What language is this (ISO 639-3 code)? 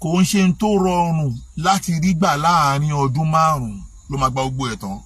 yor